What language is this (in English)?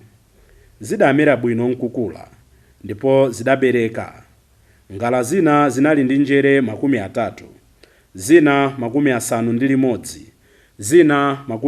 Nyanja